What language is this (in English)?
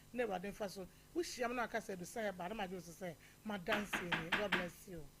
Akan